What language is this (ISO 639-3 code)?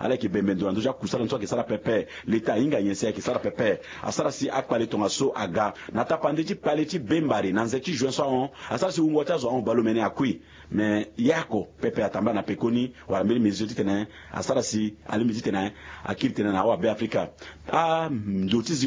sag